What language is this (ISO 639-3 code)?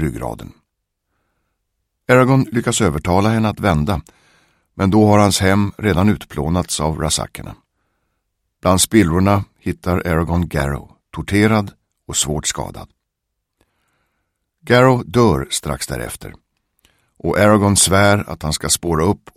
swe